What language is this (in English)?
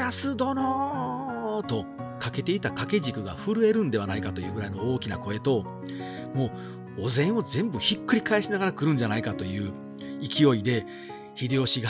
Japanese